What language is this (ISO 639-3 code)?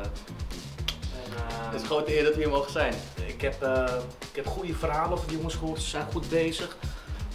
nld